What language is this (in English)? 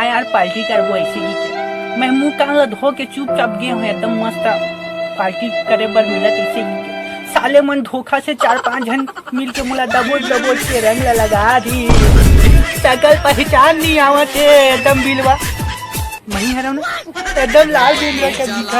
Chhattisgarhi